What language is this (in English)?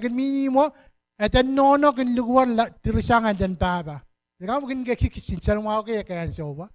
Pohnpeian